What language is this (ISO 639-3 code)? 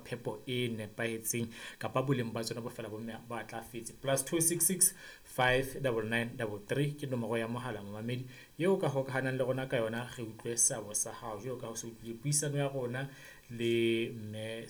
sot